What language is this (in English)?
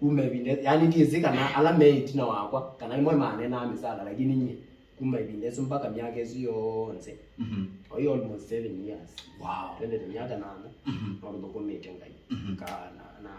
Kamba